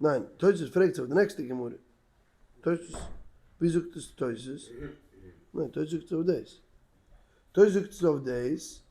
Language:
Yiddish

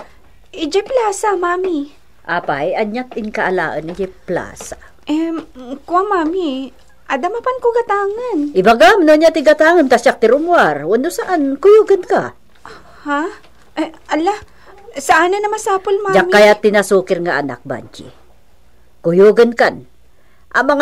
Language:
Iloko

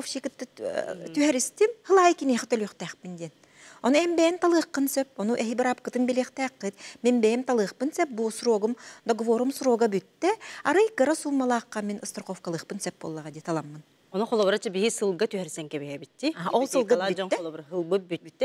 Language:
Yakut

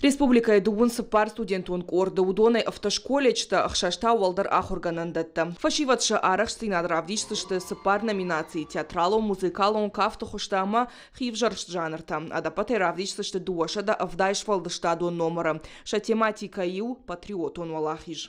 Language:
Ossetic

